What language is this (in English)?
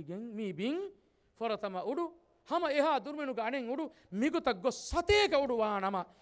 Divehi